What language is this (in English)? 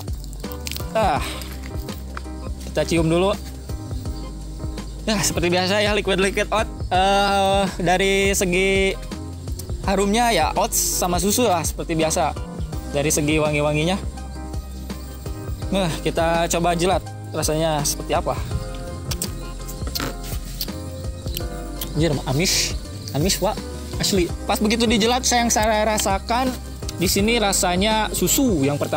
Indonesian